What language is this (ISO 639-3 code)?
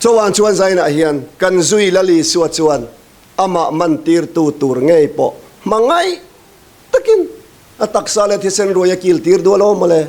lus